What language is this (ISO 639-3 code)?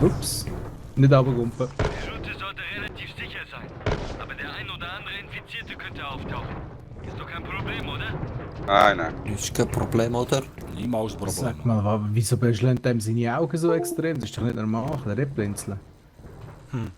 gsw